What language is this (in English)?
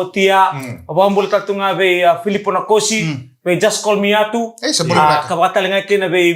Fijian